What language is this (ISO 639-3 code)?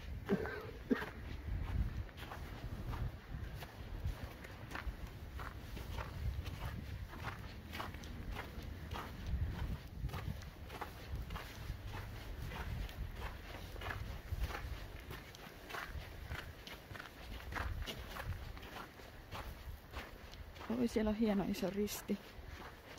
fin